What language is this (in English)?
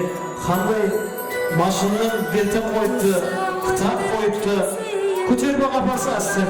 Kara-Kalpak